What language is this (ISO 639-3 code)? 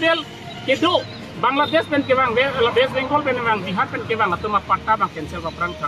mjw